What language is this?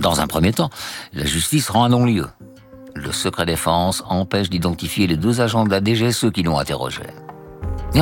French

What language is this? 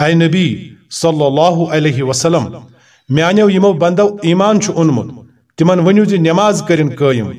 Kashmiri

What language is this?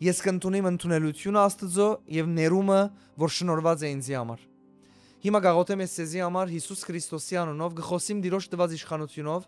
Western Armenian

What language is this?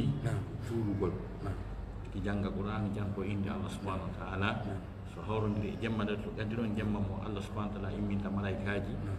Fula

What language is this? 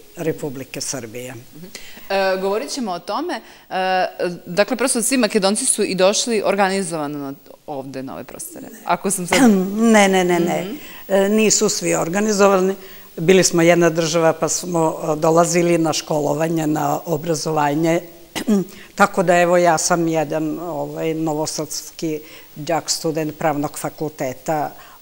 Serbian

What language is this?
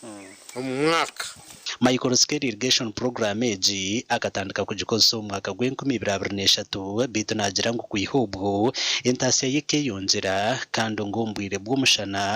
Nyankole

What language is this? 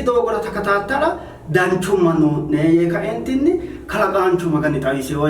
Sidamo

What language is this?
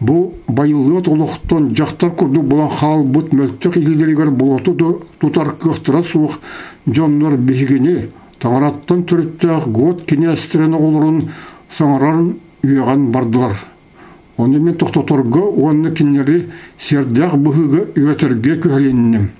Yakut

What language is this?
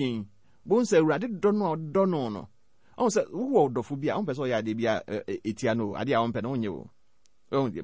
Akan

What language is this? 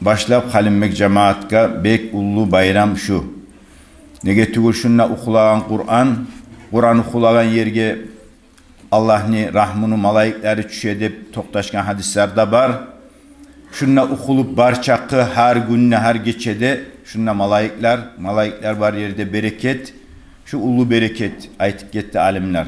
Kumyk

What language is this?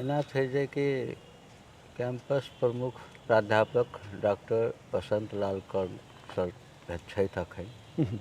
Maithili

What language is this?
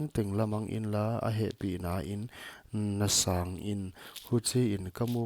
Paite Chin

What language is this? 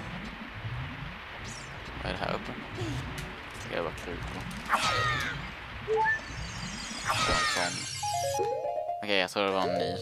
Swedish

